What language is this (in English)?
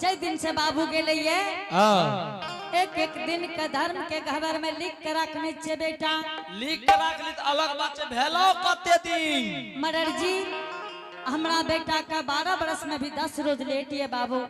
Angika